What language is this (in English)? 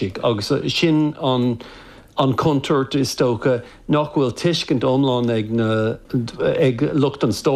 Irish